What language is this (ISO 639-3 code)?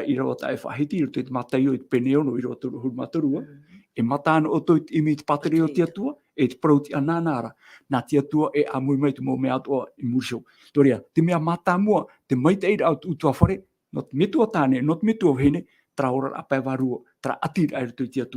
tah